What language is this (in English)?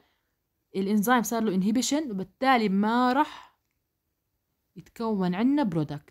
South Levantine Arabic